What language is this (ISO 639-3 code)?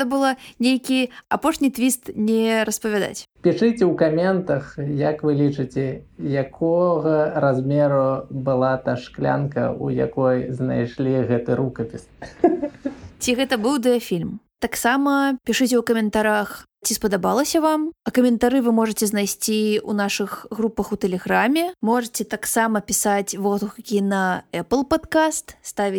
bel